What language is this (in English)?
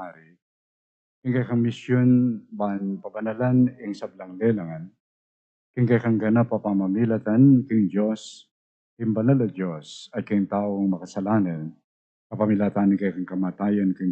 Pampanga